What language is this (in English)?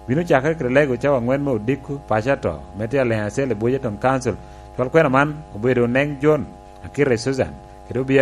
Lango (Uganda)